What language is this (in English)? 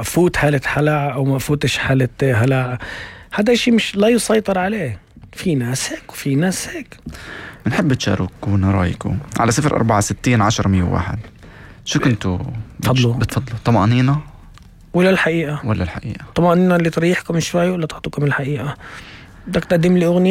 North Levantine Arabic